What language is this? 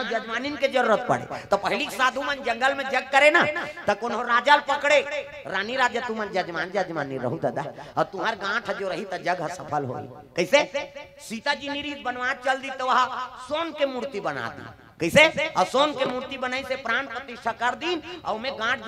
Chhattisgarhi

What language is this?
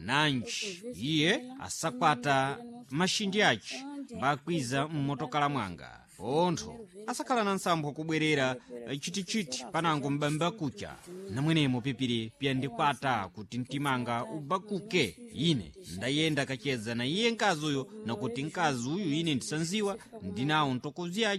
Sena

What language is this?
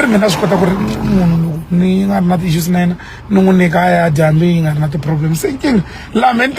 Tsonga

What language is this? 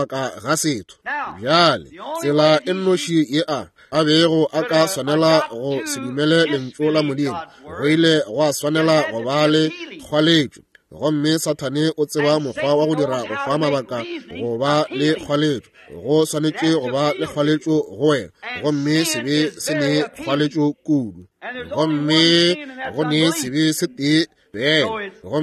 Northern Sotho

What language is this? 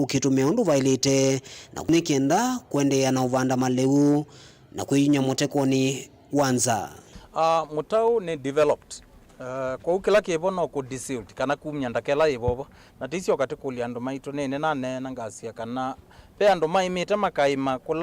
Kamba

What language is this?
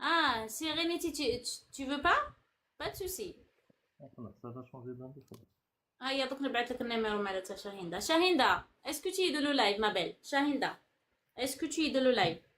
Algerian Arabic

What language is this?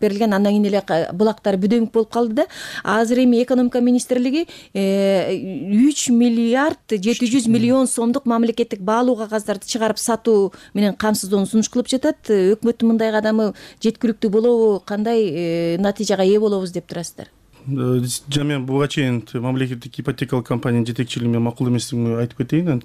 Kyrgyz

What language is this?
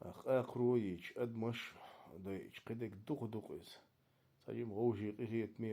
Chechen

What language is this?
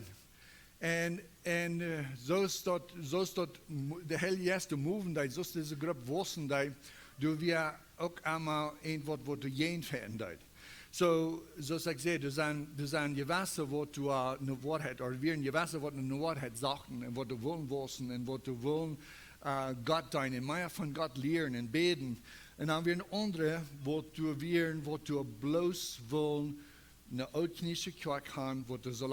Plautdietsch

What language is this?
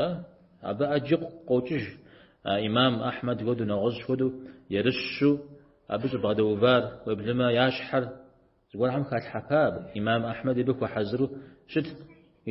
Kabardian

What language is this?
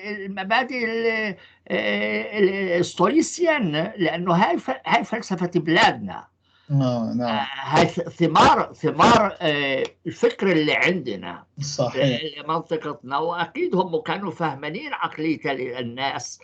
North Levantine Arabic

